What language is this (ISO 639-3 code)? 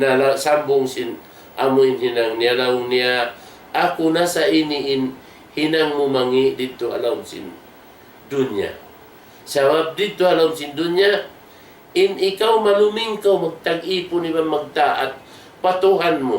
tsg